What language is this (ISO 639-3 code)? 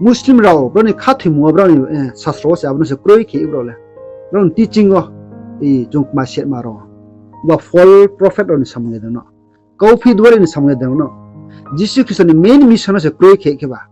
ria